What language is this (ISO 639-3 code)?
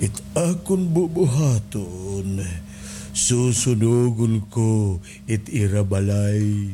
war